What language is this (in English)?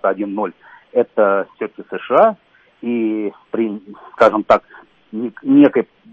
Russian